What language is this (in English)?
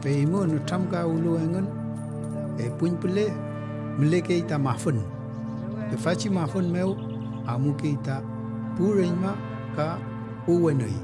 Mapuche